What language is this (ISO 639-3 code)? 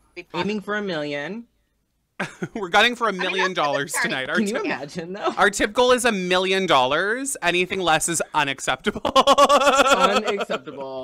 eng